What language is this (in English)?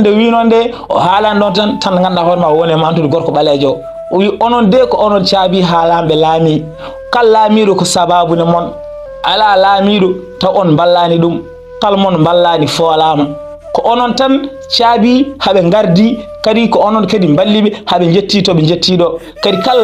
Fula